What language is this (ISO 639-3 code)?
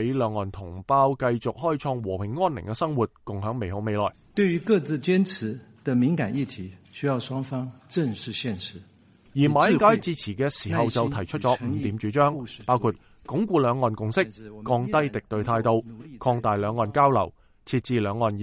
yue